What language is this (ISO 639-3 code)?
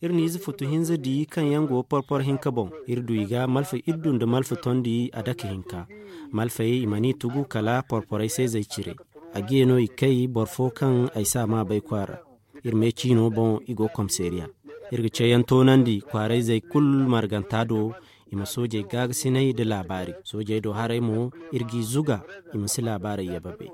dje